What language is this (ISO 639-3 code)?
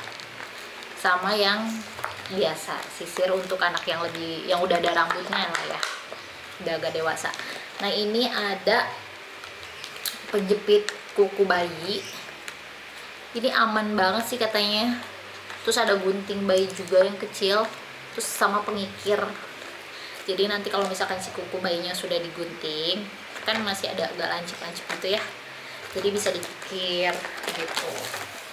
ind